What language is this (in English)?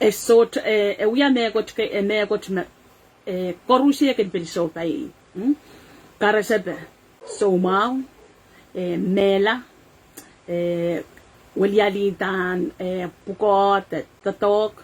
Pohnpeian